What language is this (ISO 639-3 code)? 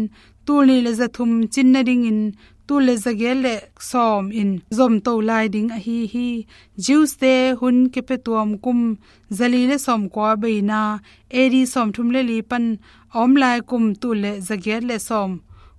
ctd